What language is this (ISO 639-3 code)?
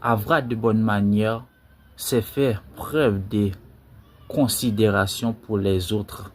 hat